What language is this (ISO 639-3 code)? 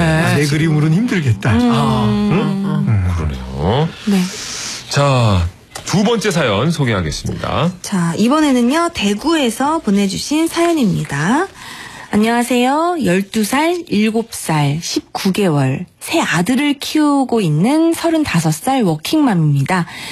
kor